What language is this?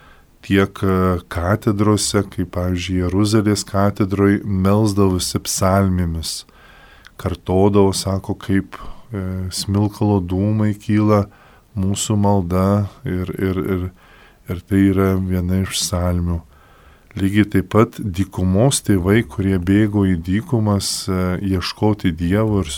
Lithuanian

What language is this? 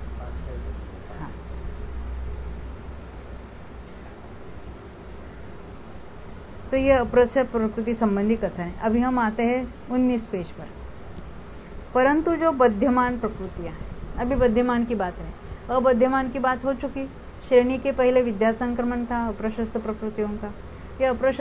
Hindi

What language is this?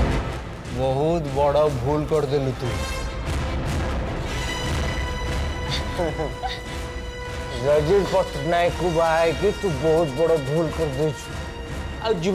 Odia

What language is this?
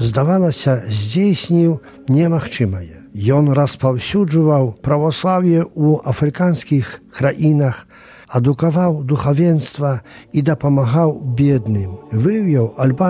Belarusian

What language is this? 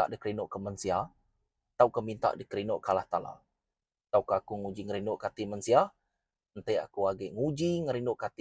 Iban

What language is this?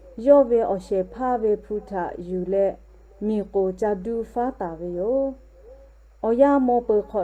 Lahu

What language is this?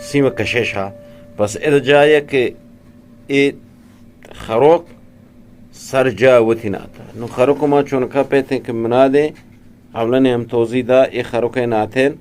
Eastern Balochi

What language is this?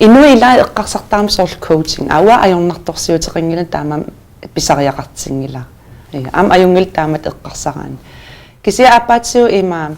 Kalaallisut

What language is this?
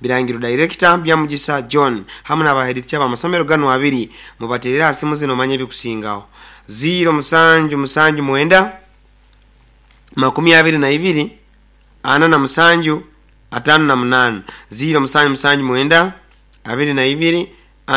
Nyoro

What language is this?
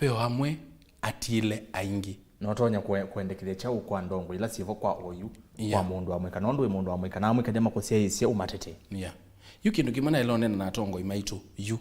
Kamba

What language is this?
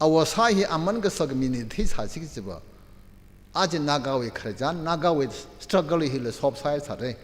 Tangkhul Naga (India)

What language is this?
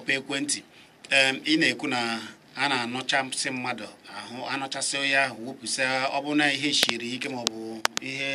Igbo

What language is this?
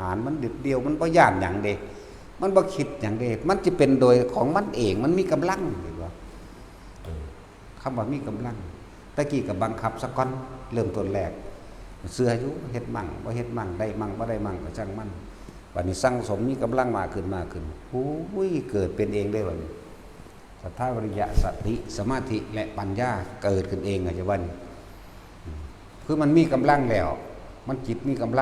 Northeastern Thai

